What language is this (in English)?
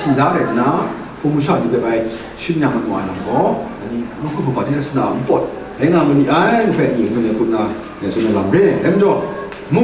Kachin